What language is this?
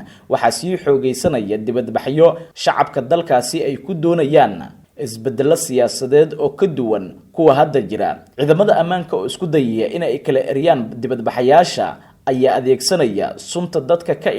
Somali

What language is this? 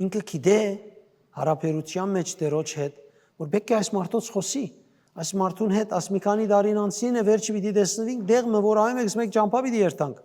Western Armenian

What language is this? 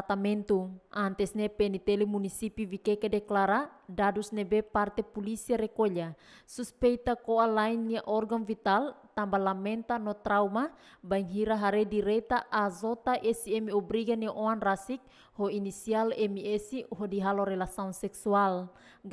Tetum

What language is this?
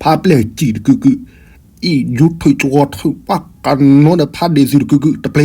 S'gaw Karen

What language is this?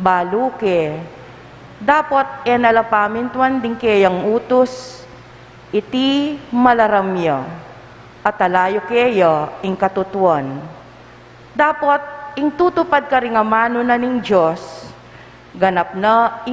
Pampanga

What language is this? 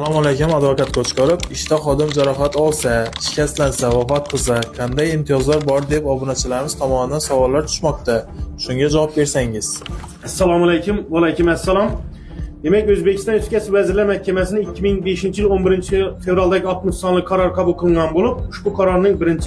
Uzbek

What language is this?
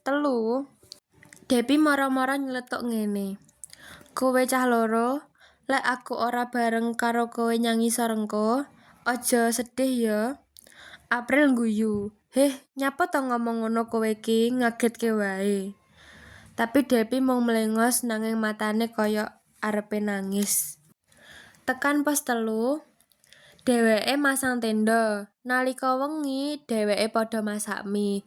Javanese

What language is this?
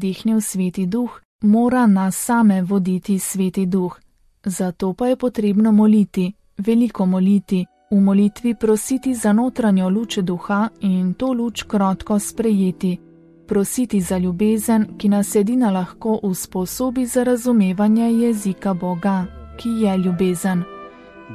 Slovenian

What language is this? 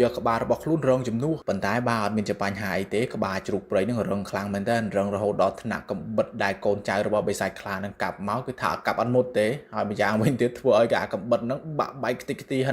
Khmer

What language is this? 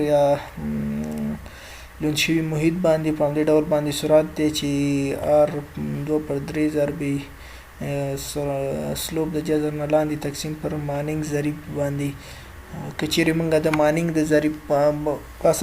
Pashto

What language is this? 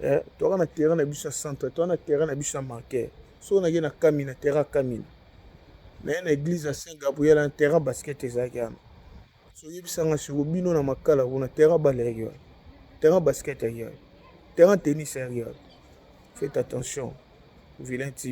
Lingala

